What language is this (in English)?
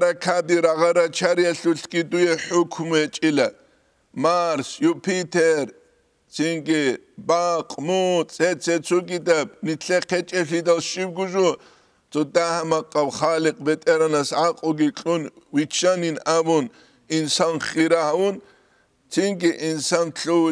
Avaric